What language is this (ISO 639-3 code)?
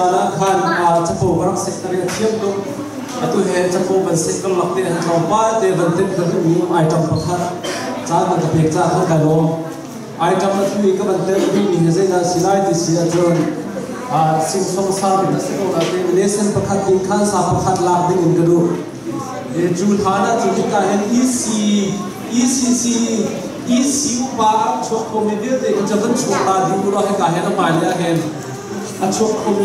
cnh